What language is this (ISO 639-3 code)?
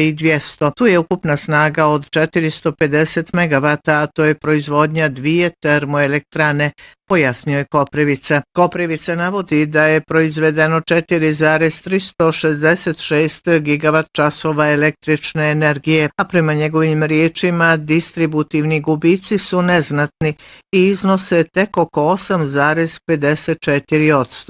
bos